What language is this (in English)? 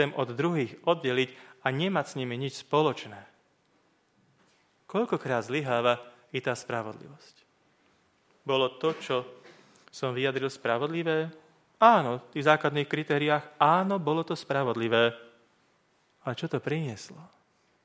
Slovak